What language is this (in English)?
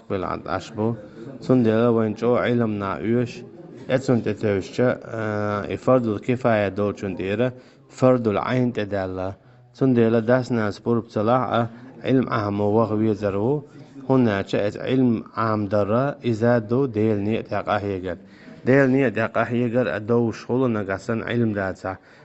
Chechen